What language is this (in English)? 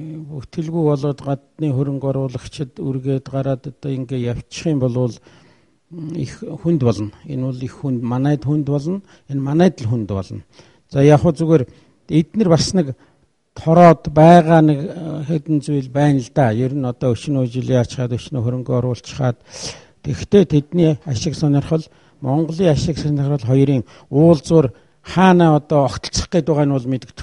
Mongolian